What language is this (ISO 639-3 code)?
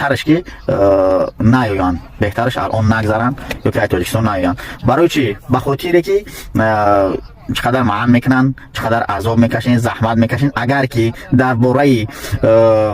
tgk